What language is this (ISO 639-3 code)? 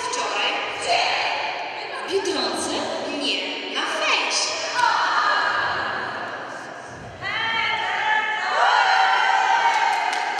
pol